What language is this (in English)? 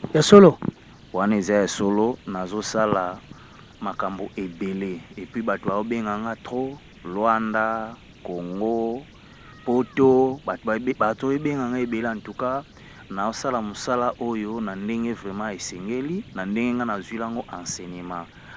Lingala